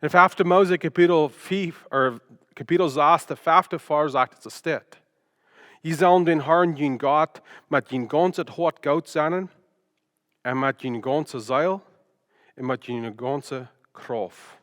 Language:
Plautdietsch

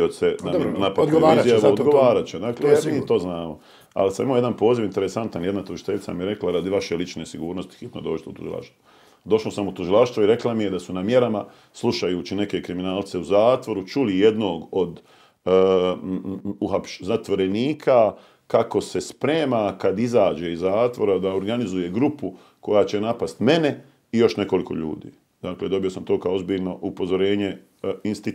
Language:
Bosnian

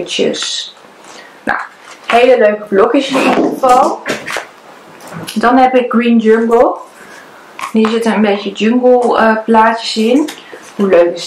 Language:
Dutch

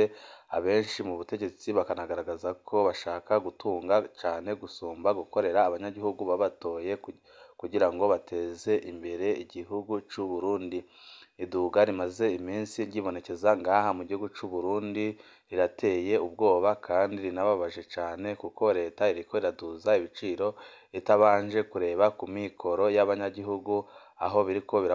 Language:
Rundi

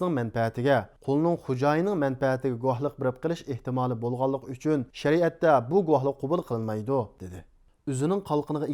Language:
Uyghur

